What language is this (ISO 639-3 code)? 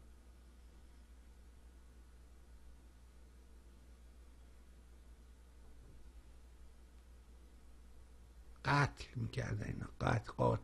fas